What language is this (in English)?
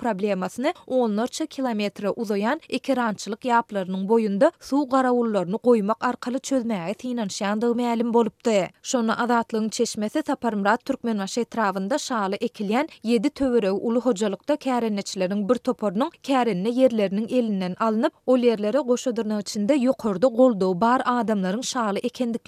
Turkmen